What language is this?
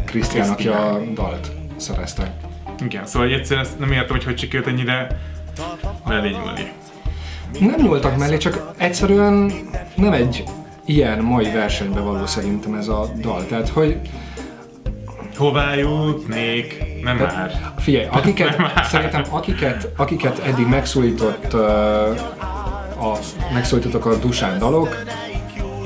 Hungarian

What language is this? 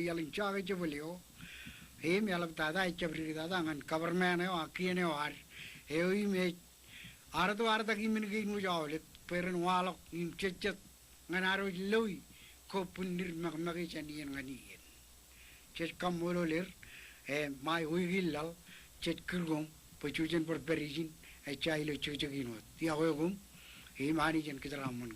Marshallese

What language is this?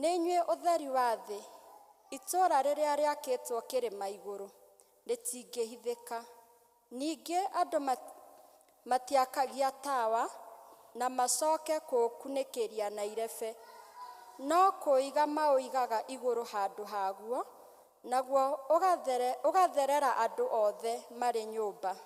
Kikuyu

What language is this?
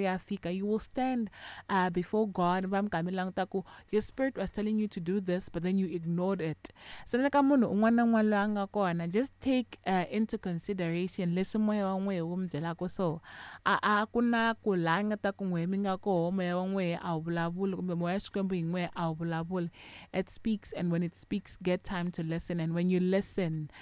Tsonga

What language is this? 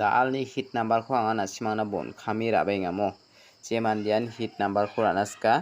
Garo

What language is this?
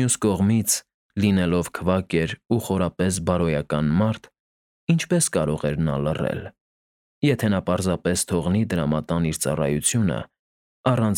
Armenian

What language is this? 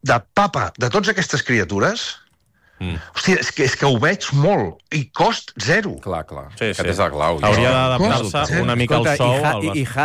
Catalan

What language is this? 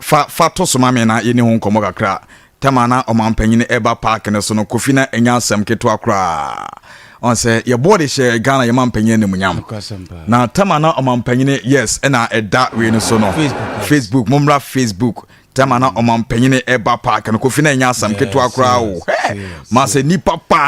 Akan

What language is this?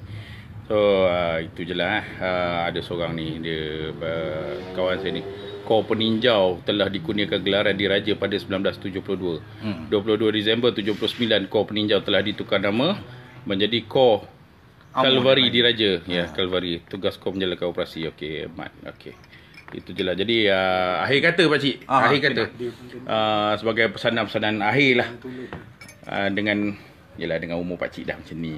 Malay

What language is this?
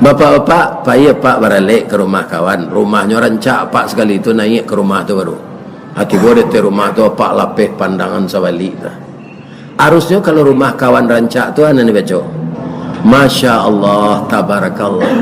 Minangkabau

